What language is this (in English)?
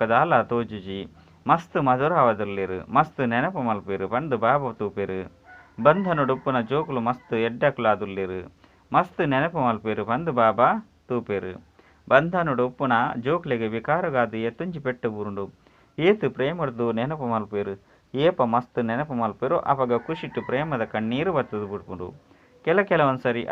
Tulu